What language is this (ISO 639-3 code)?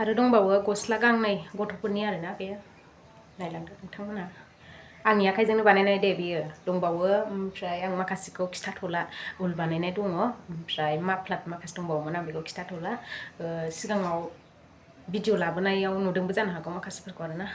brx